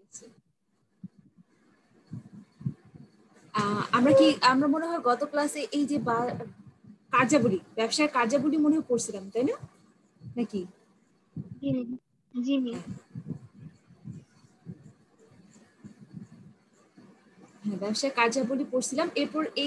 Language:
Bangla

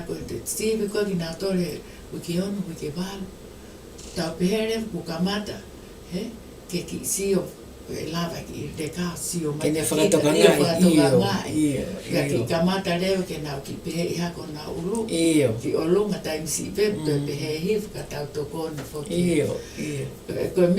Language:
Tongan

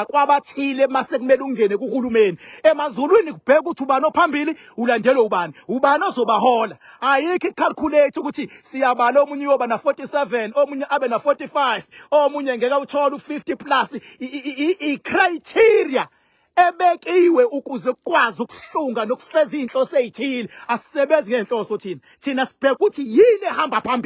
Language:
Zulu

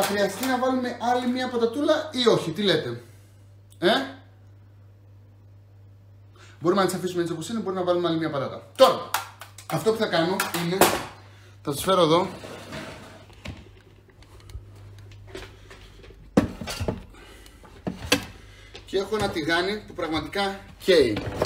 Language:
Greek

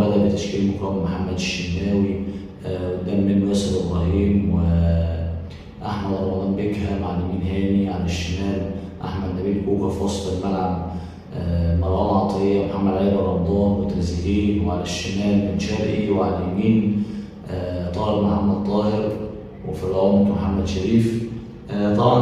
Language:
Egyptian Arabic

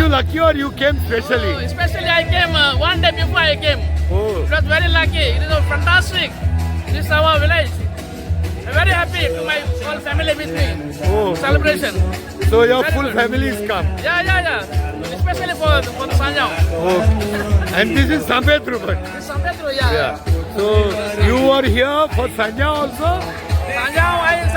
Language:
Konkani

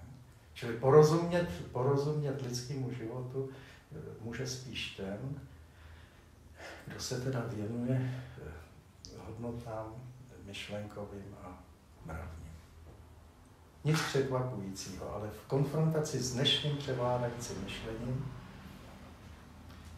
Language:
Czech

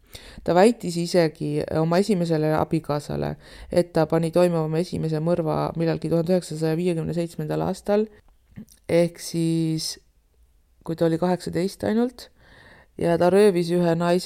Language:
Estonian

